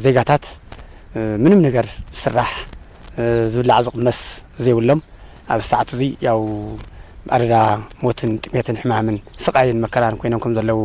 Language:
Tigrinya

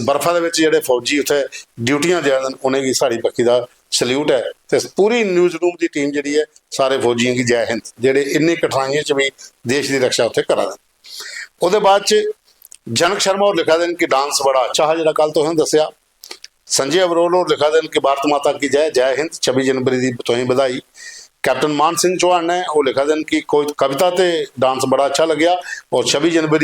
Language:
Dogri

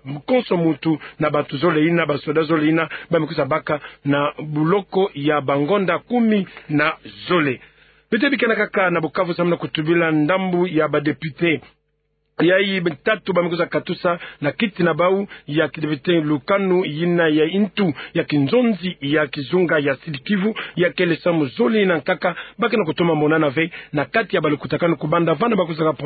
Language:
Kituba (Democratic Republic of Congo)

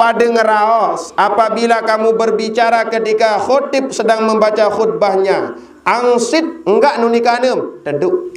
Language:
Sasak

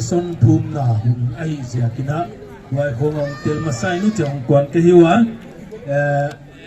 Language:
Paite Chin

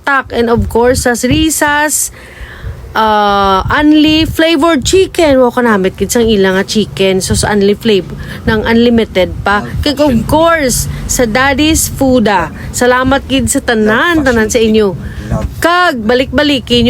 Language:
Hiligaynon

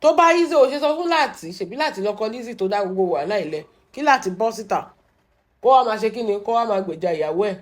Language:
Yoruba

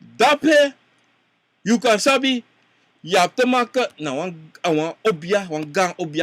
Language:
Sranan Tongo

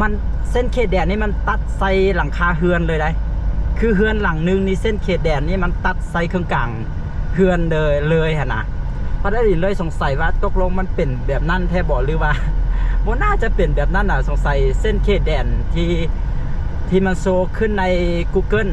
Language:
Lao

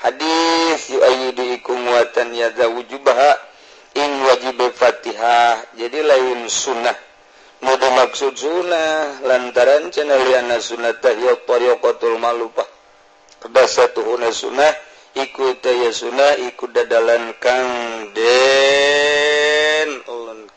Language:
Sundanese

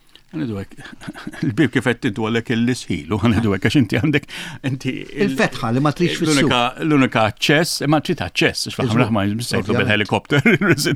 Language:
Maltese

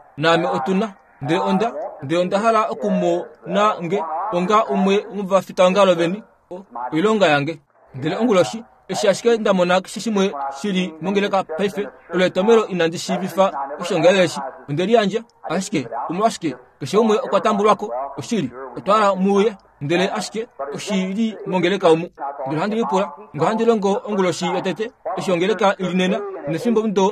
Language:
Kuanyama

